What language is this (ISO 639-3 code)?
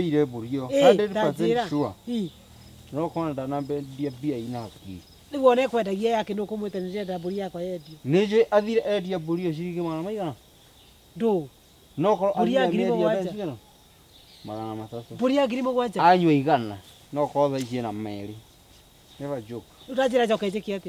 kik